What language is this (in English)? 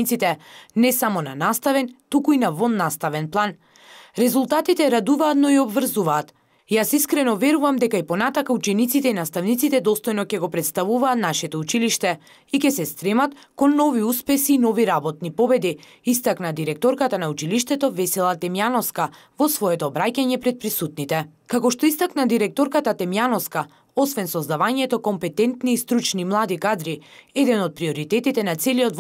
Macedonian